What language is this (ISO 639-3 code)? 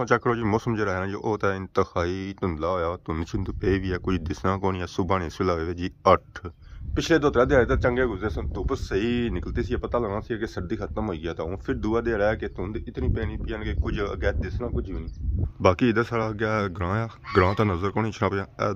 phr